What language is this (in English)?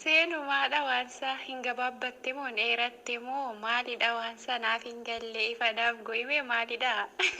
Oromo